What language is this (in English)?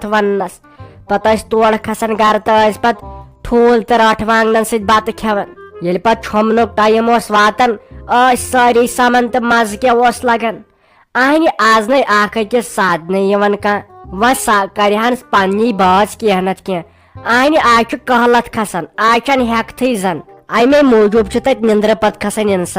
Kashmiri